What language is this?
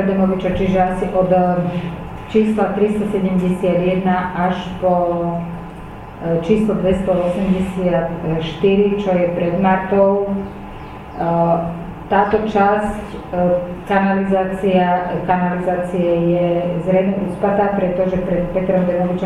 Slovak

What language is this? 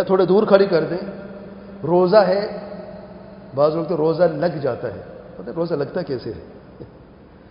Urdu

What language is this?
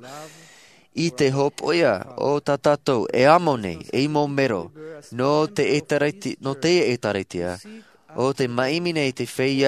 Tahitian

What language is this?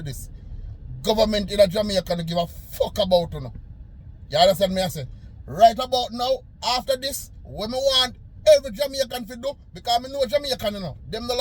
Jamaican Creole English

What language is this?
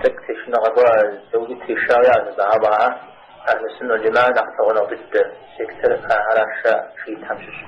Kabardian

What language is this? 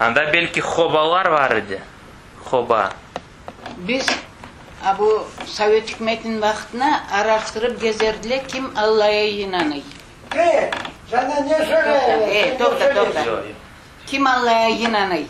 Crimean Tatar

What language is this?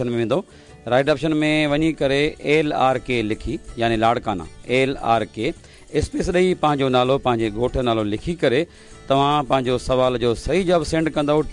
Sindhi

